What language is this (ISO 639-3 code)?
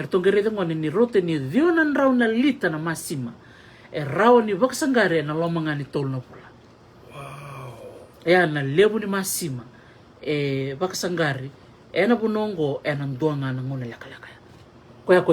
fij